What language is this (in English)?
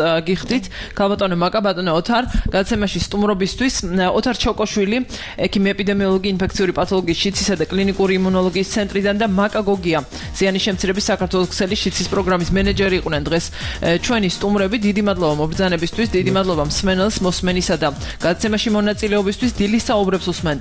Georgian